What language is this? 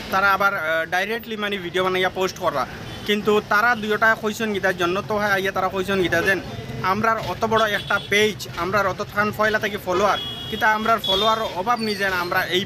Sylheti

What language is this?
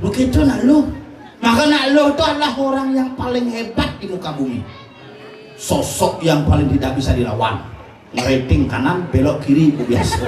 Balinese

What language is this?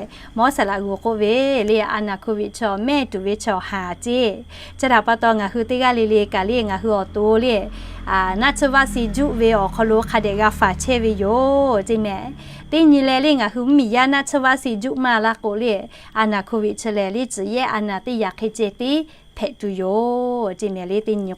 Lahu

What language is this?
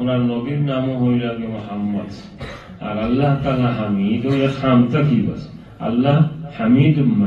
Sylheti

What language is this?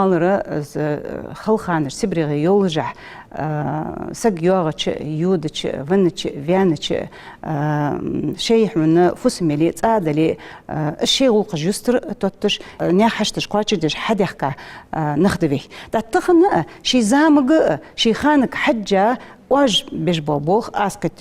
Ingush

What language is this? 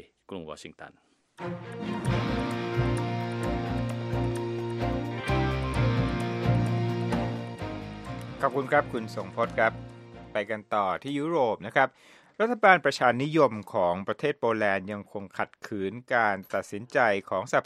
Thai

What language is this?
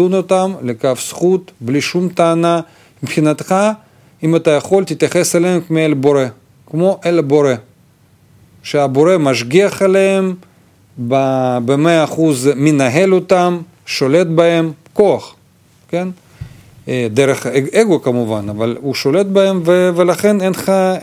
Hebrew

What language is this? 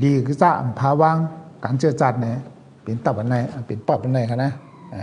Shan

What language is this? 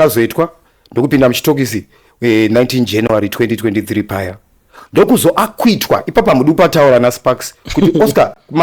Shona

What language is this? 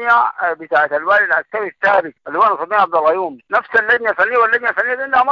Sudanese Arabic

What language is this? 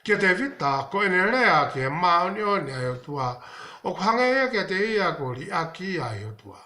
Tongan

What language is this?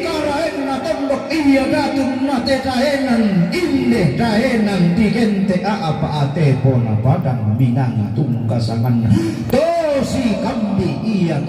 Toraja-Sa'dan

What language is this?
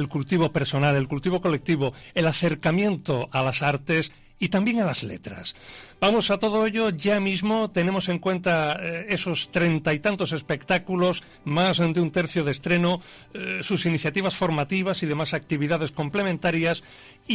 Spanish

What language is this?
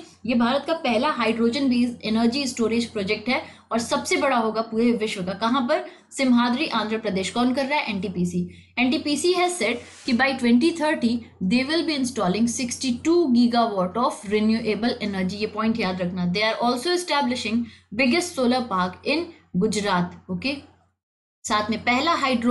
Hindi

